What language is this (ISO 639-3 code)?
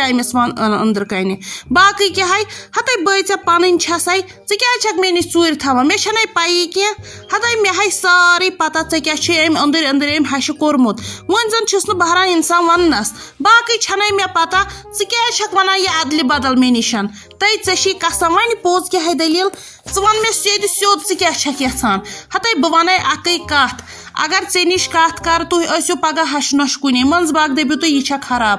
kas